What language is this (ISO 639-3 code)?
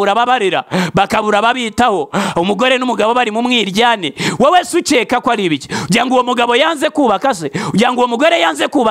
kin